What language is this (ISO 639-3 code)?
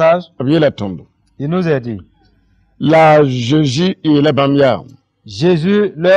mos